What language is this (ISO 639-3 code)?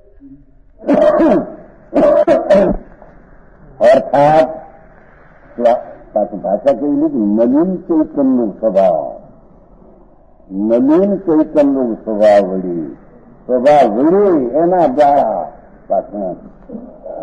guj